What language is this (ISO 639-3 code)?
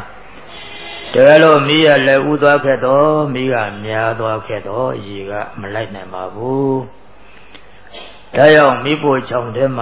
mya